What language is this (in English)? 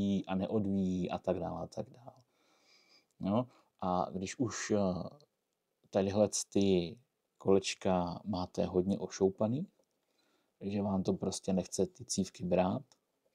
Czech